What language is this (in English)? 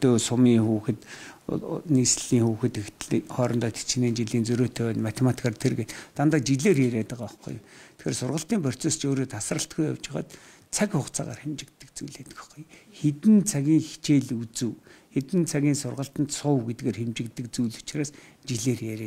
Mongolian